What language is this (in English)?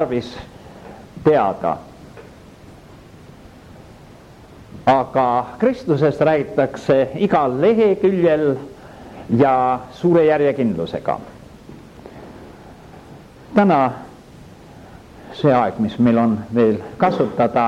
Estonian